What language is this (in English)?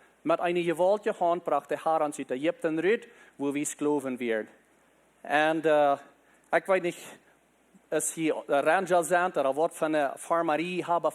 Plautdietsch